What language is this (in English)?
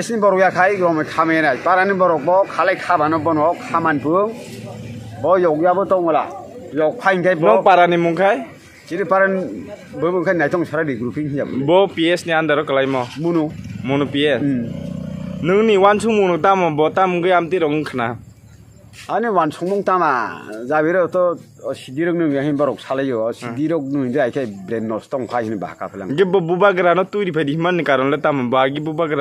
Kok Borok